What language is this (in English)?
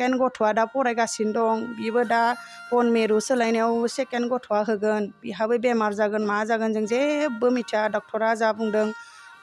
Bodo